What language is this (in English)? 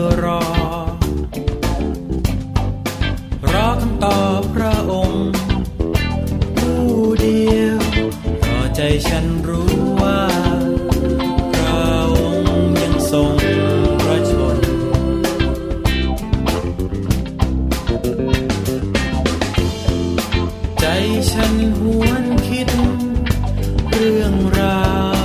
Thai